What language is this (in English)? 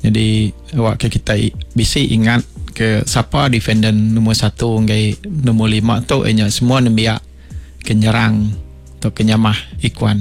Iban